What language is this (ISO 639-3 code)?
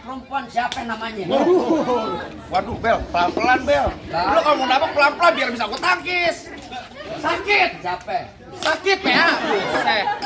bew